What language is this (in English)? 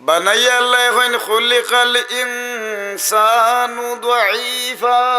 Sylheti